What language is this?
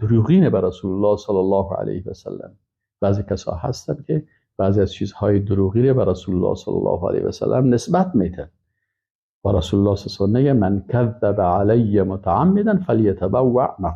Persian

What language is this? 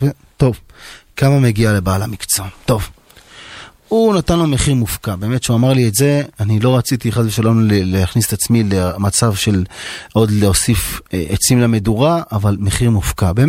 Hebrew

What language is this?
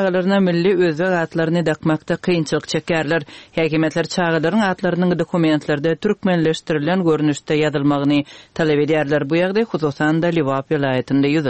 Turkmen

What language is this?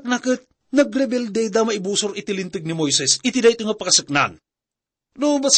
Iloko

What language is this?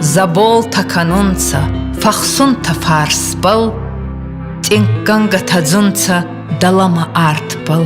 Ossetic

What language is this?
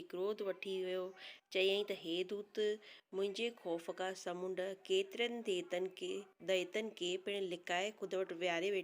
Sindhi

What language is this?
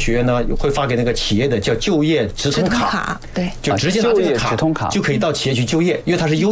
Chinese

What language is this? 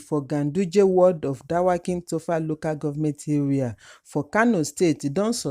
Nigerian Pidgin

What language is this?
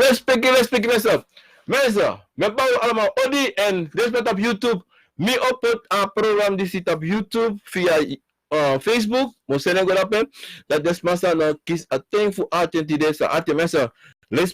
Sranan Tongo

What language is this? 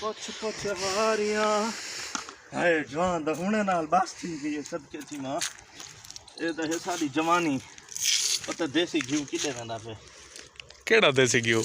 Saraiki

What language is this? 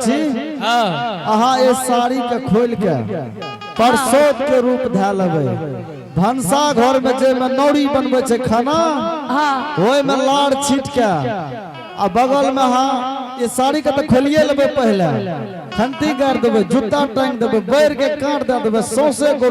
Angika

